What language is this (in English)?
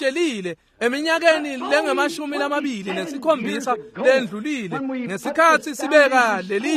Swati